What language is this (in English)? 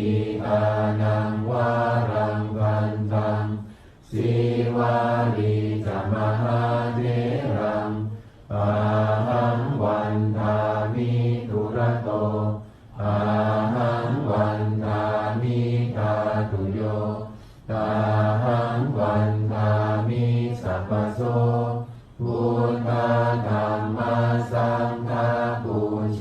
Pali